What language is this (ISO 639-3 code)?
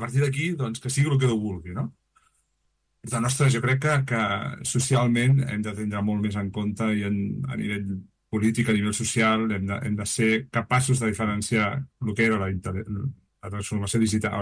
cat